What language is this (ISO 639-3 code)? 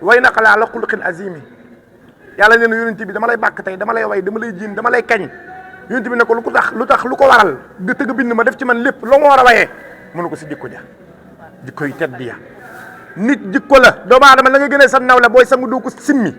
wol